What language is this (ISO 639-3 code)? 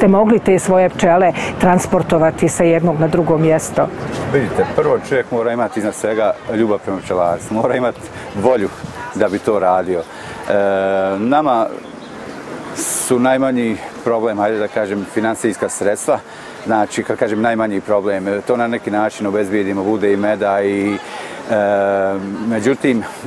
bos